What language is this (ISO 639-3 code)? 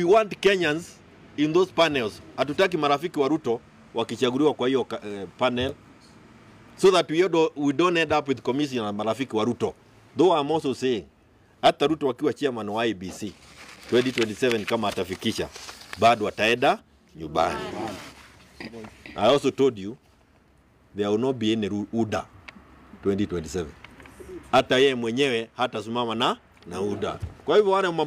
swa